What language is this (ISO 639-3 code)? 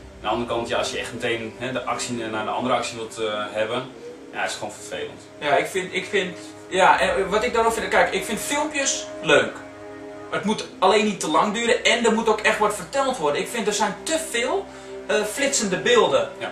nld